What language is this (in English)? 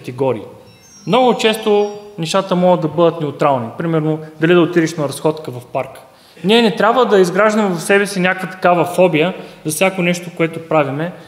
Bulgarian